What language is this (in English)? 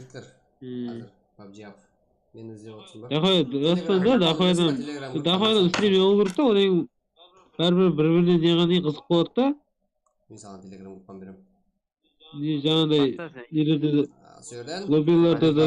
Kara-Kalpak